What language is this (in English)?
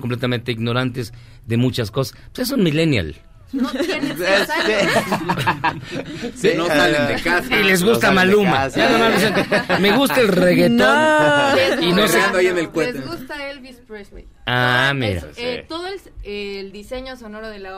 Spanish